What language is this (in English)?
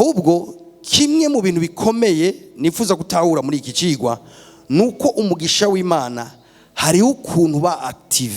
Rundi